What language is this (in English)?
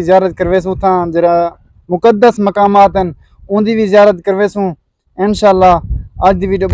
Saraiki